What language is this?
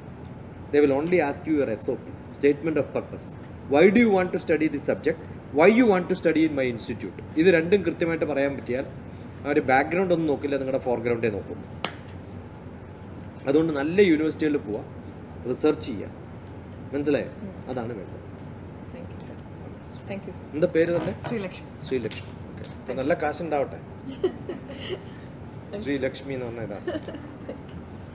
Malayalam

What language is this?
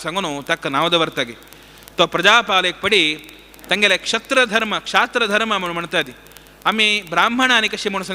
Konkani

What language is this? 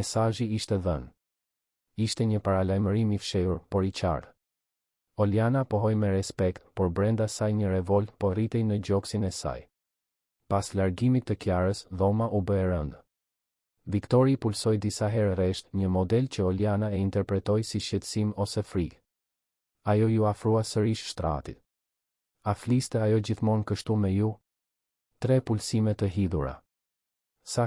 Albanian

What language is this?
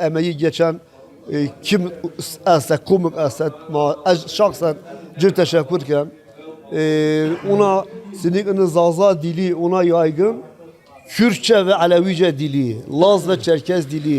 Zaza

